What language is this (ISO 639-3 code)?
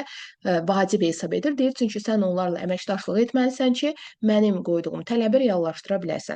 aze